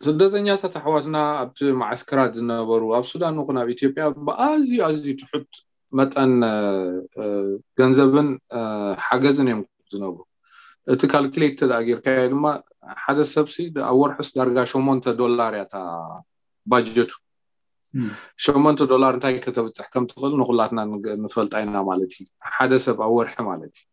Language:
Tigrinya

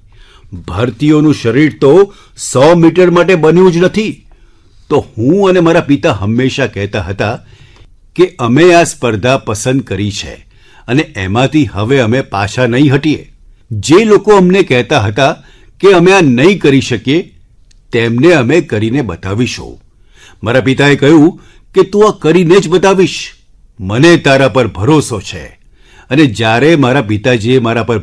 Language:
Gujarati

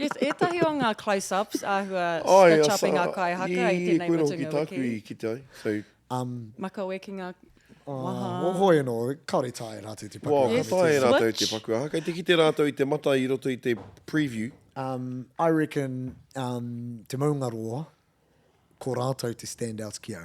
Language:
Māori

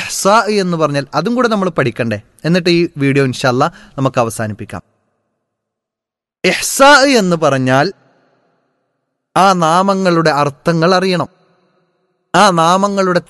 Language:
Malayalam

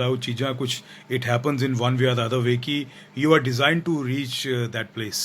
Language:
Dogri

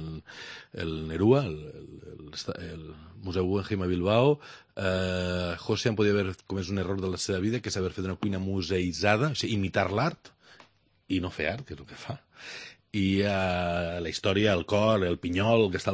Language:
Catalan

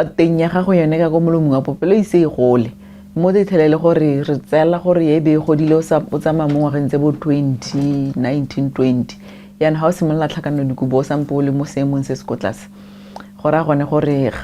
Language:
Tswana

